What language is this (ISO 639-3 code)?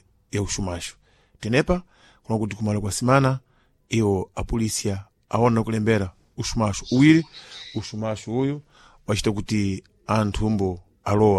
seh